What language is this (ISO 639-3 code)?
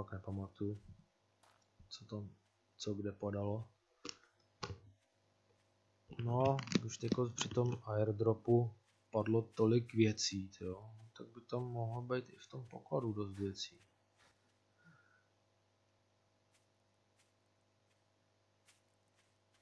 ces